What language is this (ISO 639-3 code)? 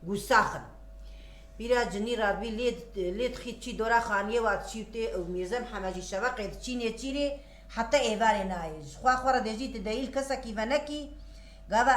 kur